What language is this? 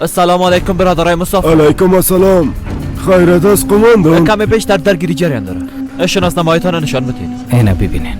Persian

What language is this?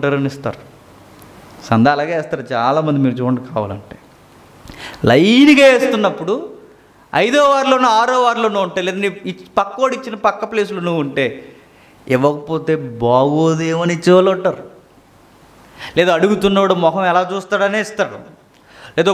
Telugu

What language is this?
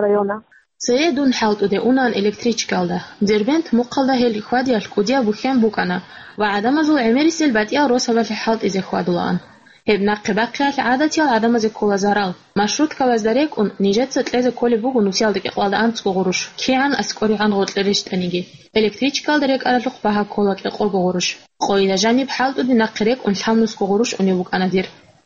Avaric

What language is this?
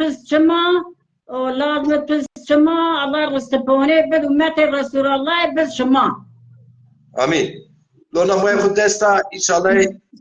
Zaza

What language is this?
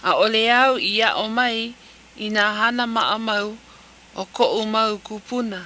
Hawaiian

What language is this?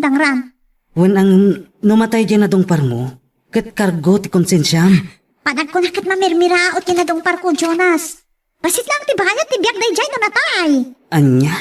Iloko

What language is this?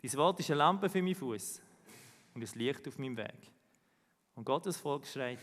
Swiss German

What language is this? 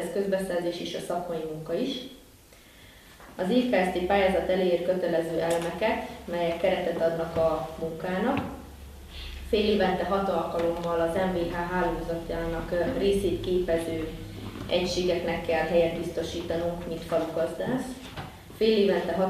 Hungarian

